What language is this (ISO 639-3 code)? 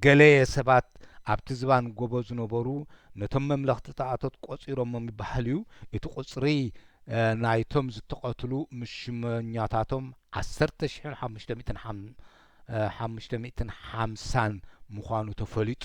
tir